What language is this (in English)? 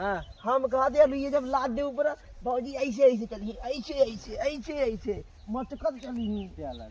Awadhi